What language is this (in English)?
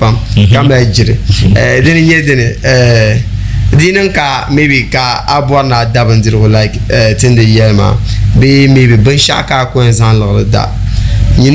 Dagbani